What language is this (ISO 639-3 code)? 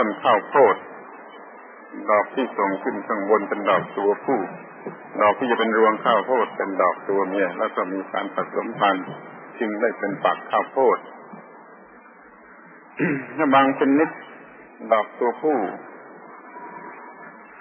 tha